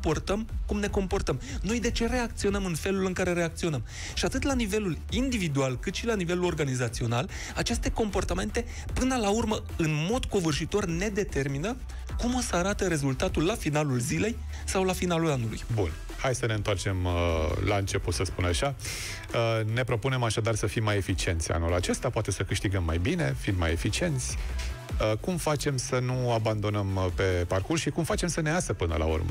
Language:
Romanian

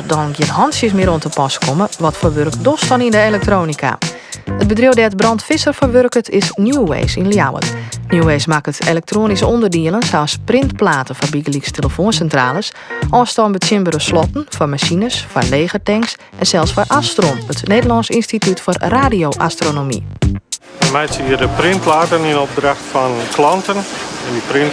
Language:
Western Frisian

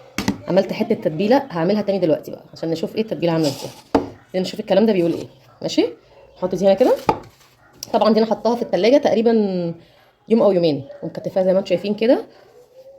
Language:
Egyptian Arabic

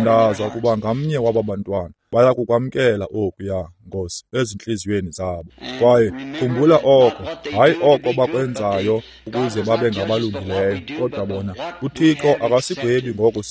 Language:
Xhosa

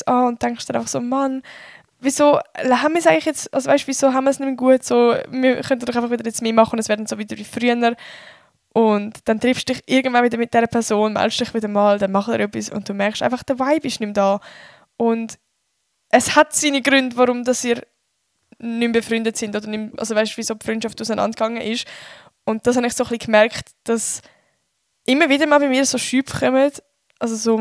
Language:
Swiss German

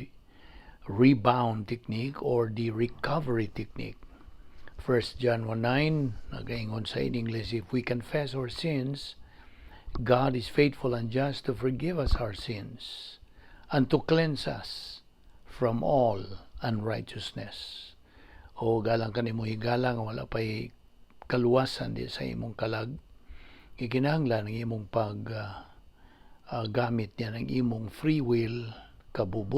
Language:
Cebuano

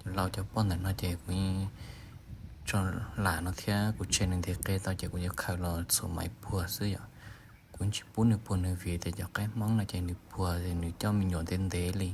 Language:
Hmong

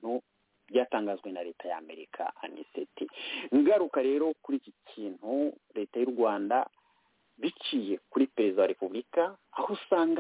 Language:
Kinyarwanda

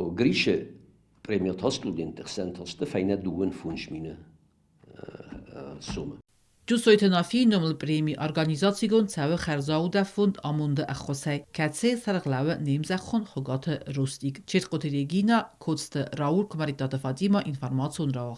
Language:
Ossetic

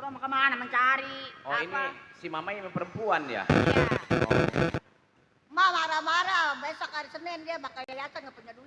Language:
Betawi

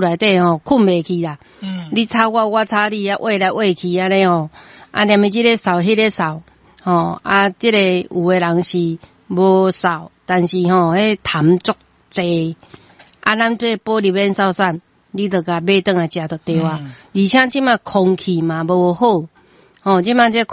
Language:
Min Nan Chinese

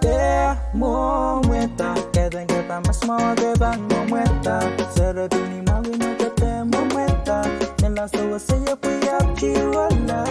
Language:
Pohnpeian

